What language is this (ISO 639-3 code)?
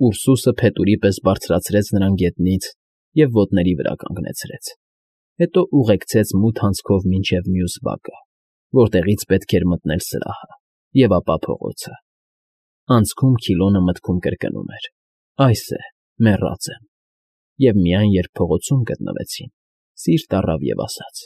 hye